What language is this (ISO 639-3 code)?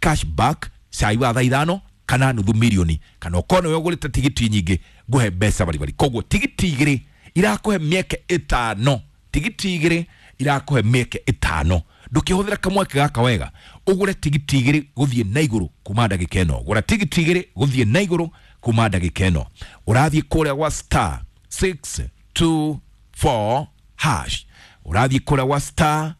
kik